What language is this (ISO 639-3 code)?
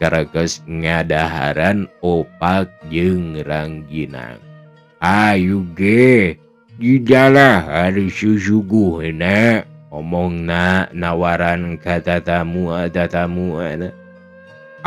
sun